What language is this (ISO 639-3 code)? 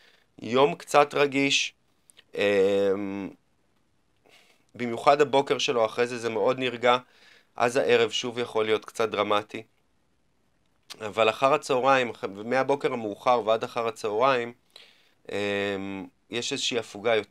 heb